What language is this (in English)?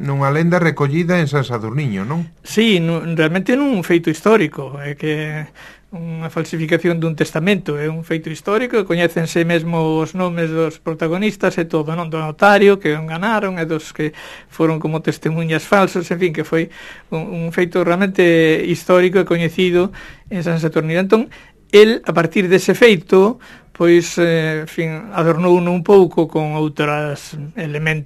Galician